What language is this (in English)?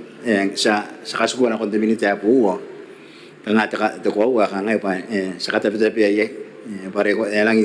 Gilbertese